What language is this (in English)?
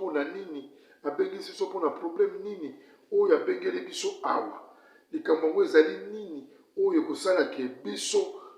Lingala